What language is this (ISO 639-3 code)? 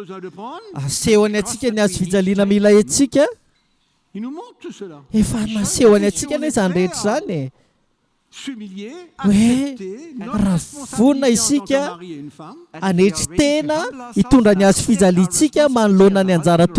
mlg